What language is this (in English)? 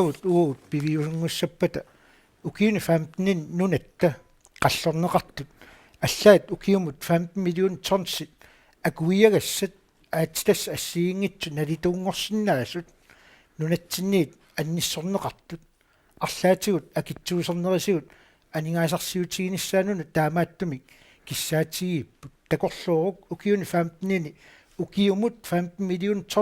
Kalaallisut